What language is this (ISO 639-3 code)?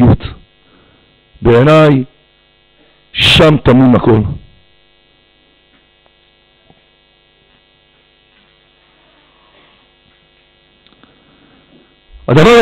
heb